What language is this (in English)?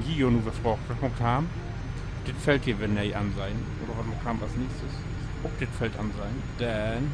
Low German